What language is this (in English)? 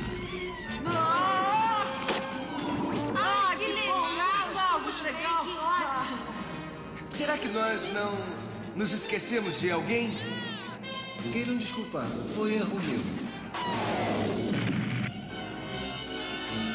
Portuguese